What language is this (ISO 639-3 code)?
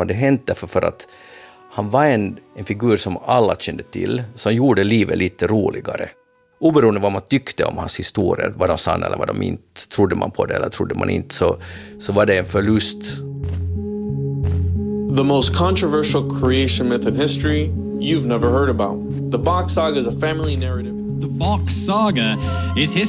swe